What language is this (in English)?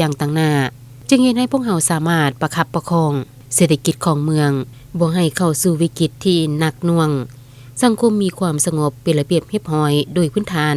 Lao